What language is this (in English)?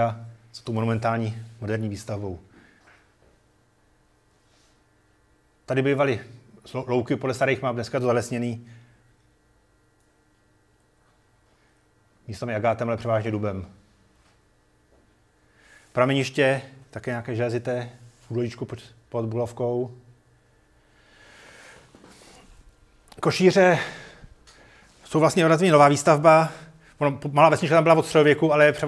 Czech